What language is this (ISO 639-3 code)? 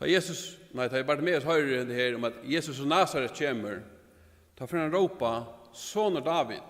fao